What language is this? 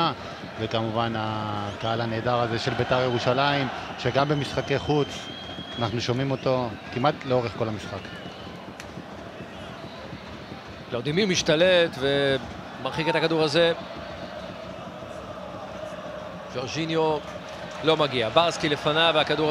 Hebrew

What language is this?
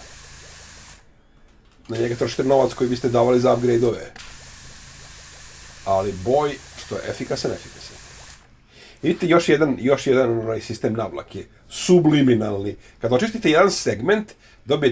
Serbian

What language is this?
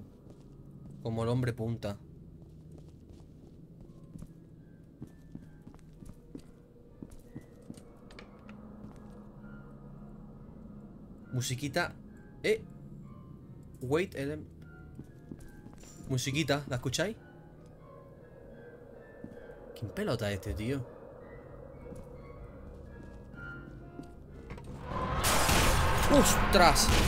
Spanish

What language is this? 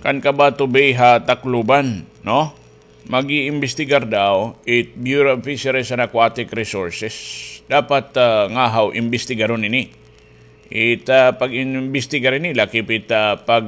Waray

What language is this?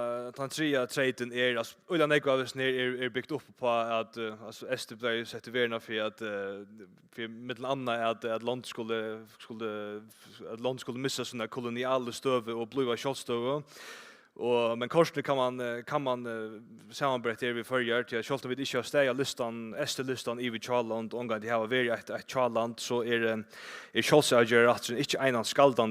Faroese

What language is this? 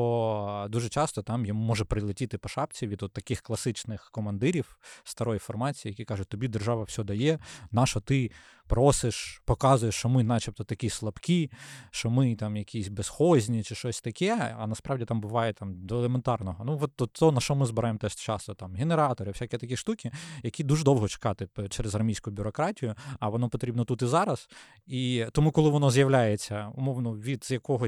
Ukrainian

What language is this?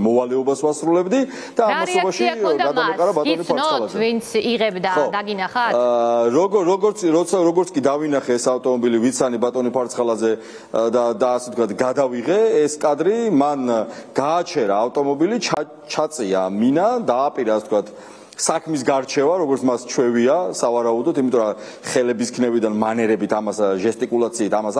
Georgian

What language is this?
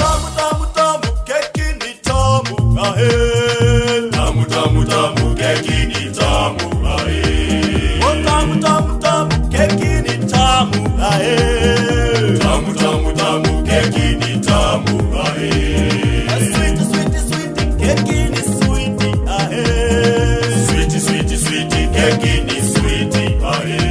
Swahili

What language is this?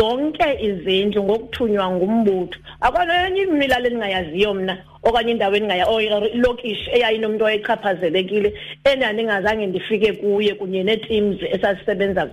Xhosa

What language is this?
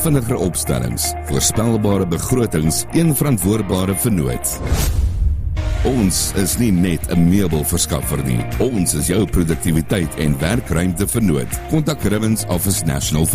Afrikaans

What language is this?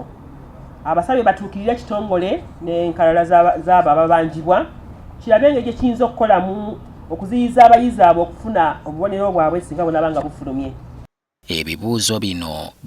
Ganda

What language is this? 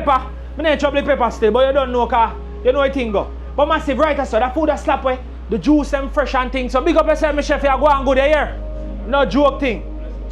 Jamaican Creole English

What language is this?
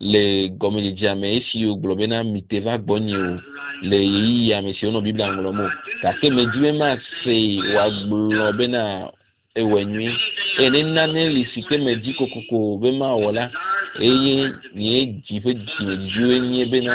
Ewe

